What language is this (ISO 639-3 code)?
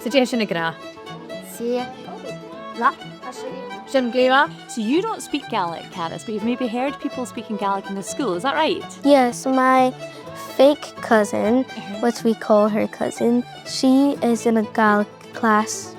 gla